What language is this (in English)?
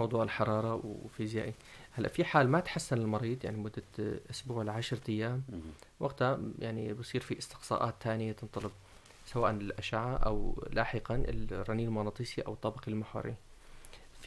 North Levantine Arabic